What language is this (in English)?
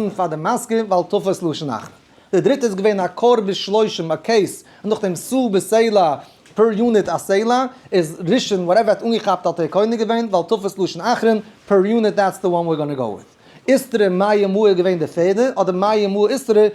Yiddish